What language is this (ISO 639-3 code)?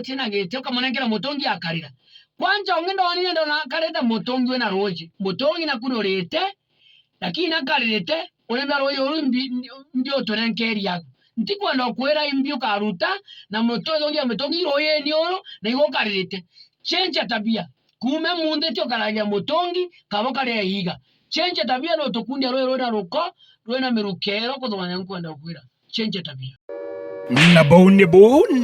mer